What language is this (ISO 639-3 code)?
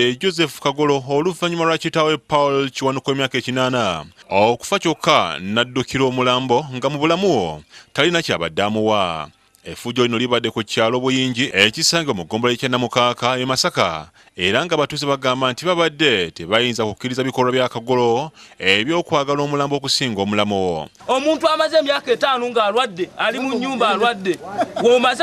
lug